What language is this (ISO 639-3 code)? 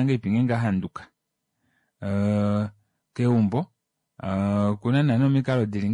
kua